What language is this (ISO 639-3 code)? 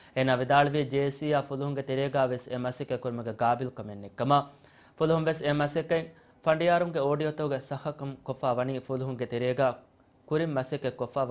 div